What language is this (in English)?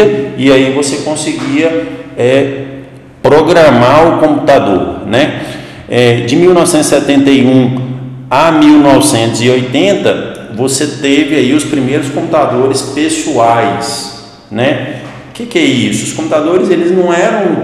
Portuguese